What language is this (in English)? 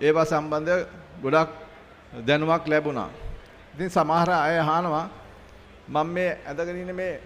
Sinhala